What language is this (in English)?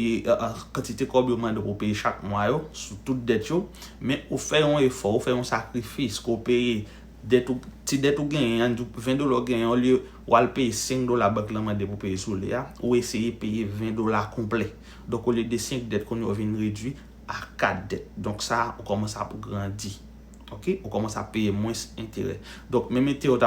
Haitian Creole